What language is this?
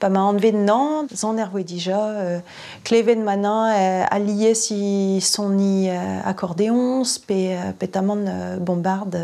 Breton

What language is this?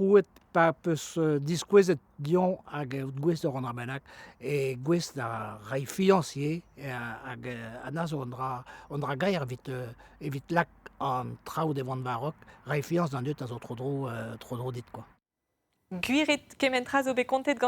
Breton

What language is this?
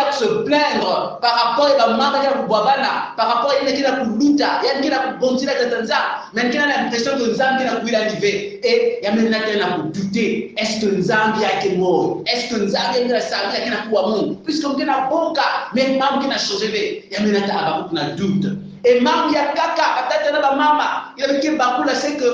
Kongo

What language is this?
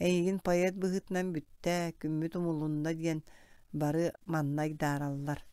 Yakut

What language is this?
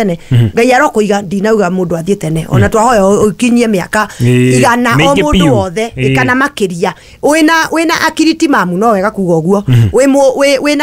Kikuyu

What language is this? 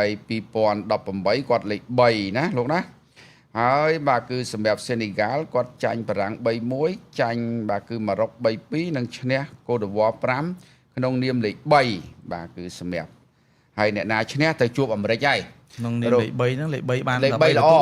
Khmer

